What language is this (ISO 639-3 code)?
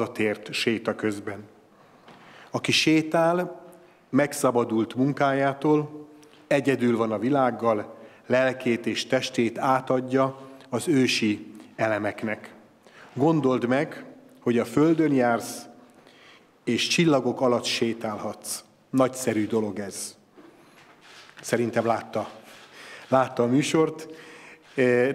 hun